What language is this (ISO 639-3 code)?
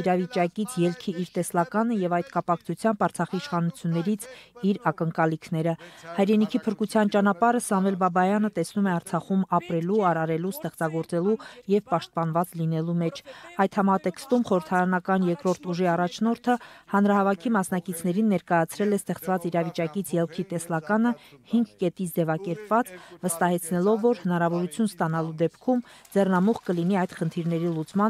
hye